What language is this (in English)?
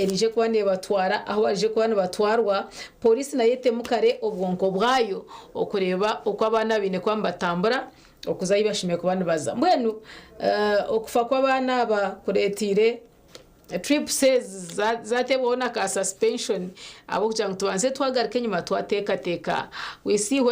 Nyankole